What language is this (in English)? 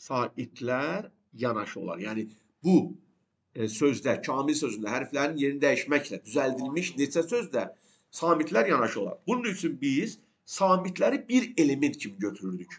Azerbaijani